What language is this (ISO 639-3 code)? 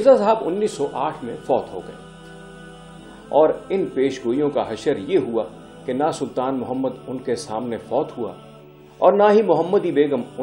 urd